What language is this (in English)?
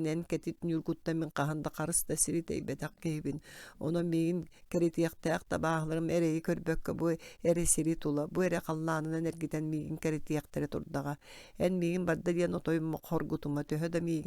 Yakut